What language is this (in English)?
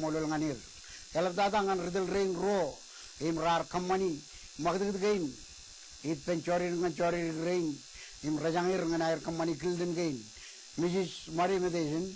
Marshallese